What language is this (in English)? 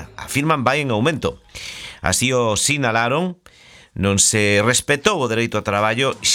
Galician